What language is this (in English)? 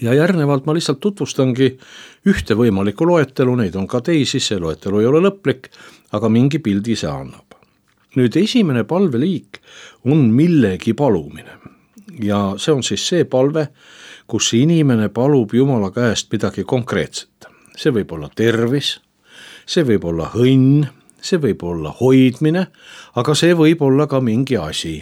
Estonian